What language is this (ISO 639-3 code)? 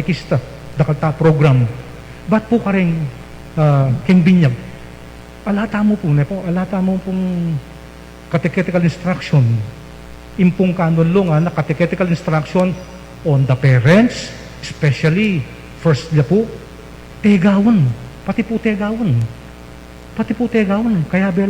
pam